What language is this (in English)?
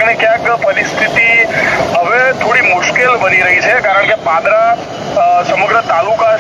Gujarati